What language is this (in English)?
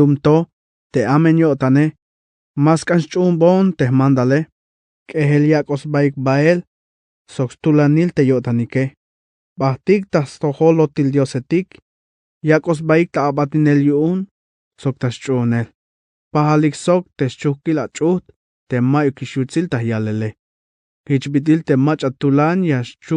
Tzeltal